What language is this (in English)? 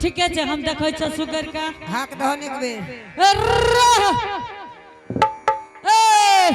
Angika